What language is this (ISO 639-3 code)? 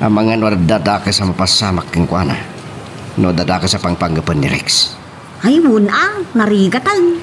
ilo